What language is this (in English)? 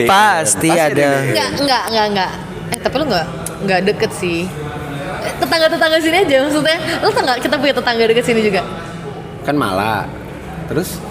Indonesian